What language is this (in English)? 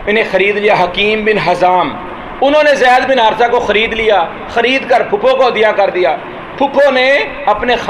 Urdu